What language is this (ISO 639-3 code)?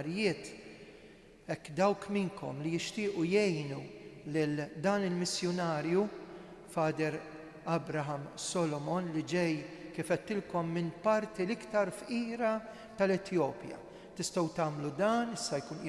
mlt